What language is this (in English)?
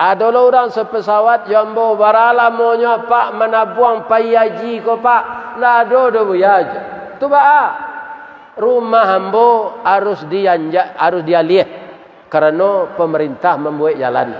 Minangkabau